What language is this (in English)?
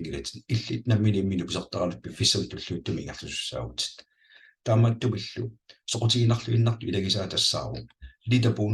Kalaallisut